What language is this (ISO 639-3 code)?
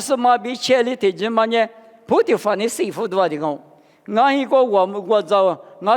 lis